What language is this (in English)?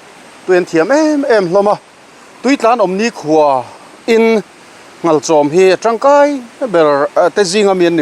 Mizo